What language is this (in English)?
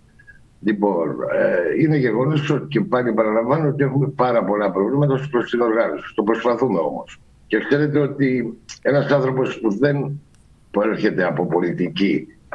Greek